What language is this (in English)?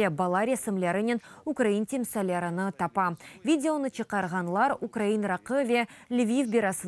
Crimean Tatar